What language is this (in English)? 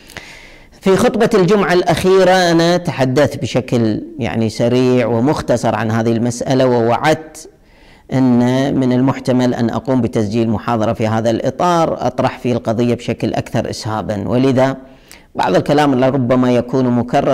Arabic